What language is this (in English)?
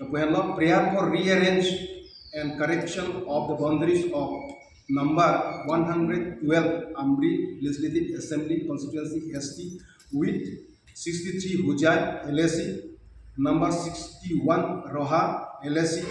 Karbi